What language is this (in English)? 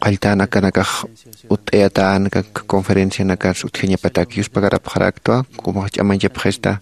Aymara